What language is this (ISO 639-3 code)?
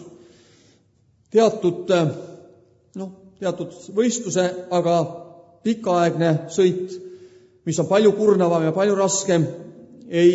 est